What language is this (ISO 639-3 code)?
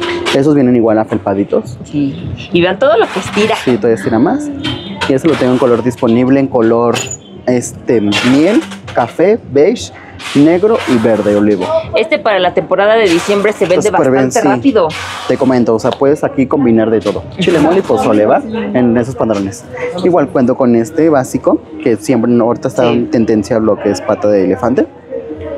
spa